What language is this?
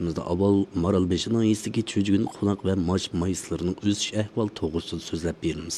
Uyghur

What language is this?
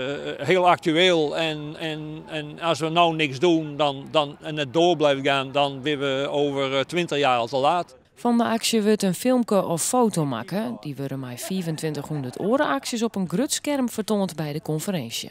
Western Frisian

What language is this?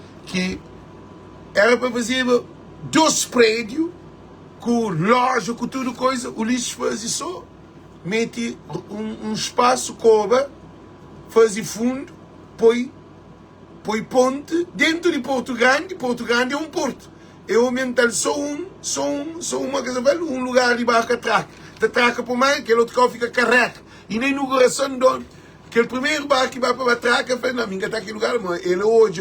Kabuverdianu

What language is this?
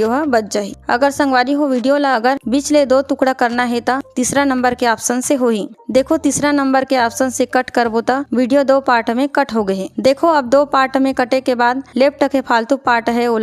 Chhattisgarhi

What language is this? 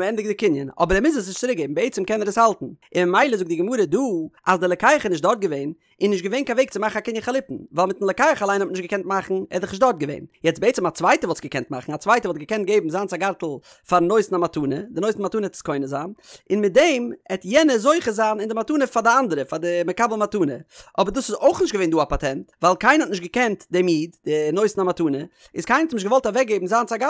Yiddish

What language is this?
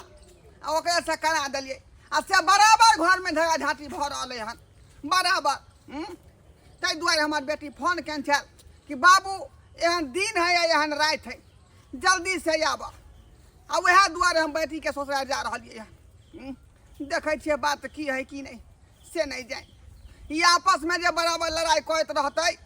Maithili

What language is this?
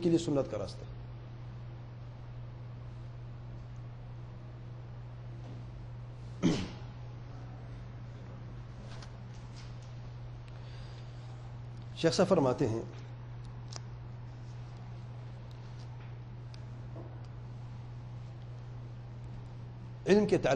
Urdu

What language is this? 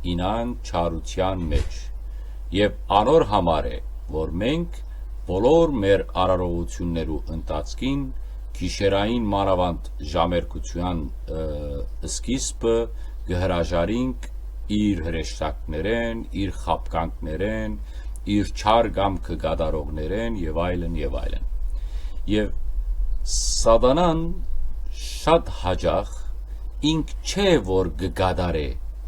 Western Armenian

